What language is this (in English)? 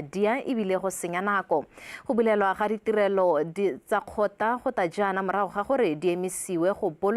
Tswana